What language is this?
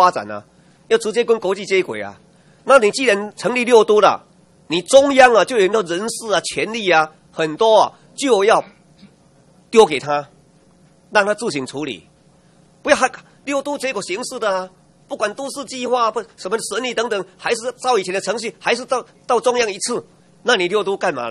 Chinese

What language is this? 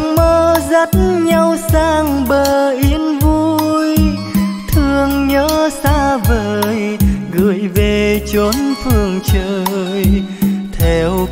Vietnamese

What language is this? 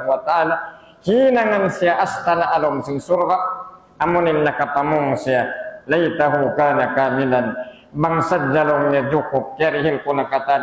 Tausug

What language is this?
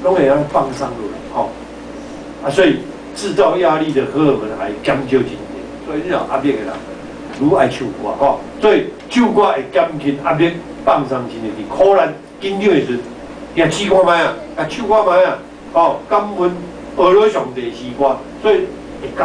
Min Nan Chinese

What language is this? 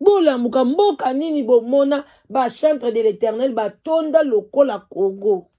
Lingala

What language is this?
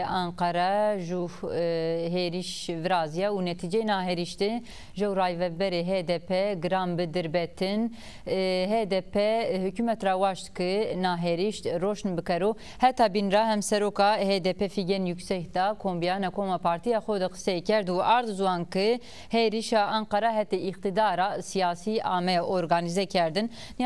Zaza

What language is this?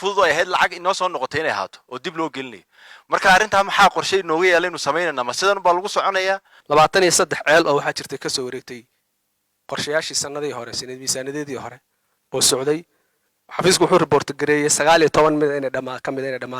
Somali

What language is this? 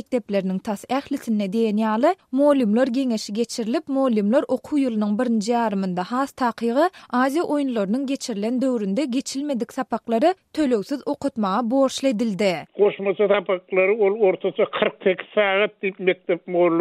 Turkmen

